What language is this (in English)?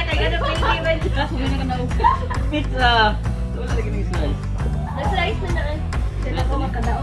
Cebuano